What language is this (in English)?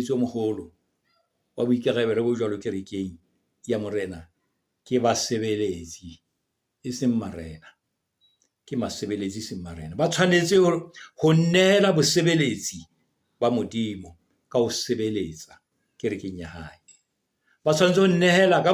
Southern Sotho